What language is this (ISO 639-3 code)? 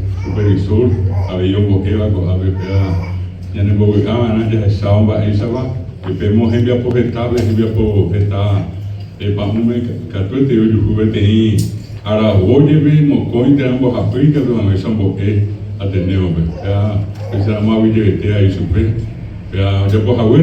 grn